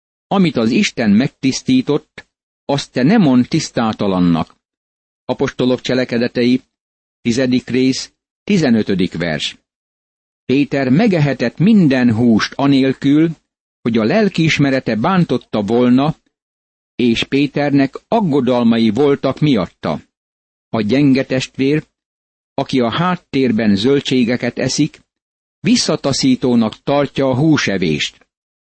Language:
Hungarian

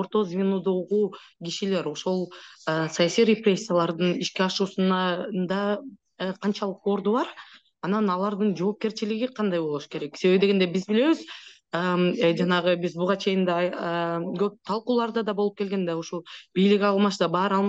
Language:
Kyrgyz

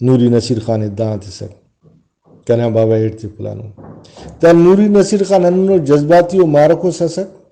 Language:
Brahui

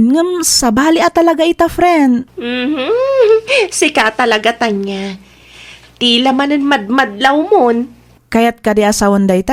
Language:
Iloko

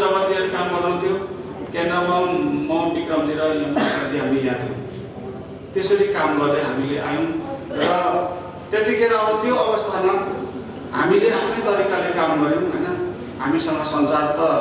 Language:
Nepali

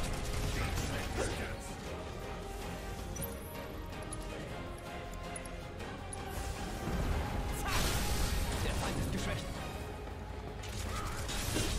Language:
German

